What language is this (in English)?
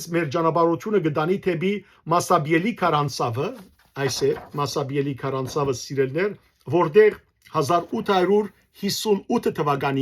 Western Armenian